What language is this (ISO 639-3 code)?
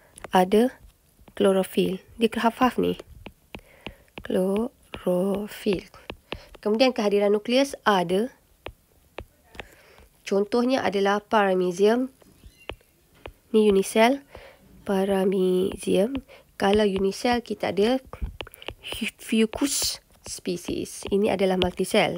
msa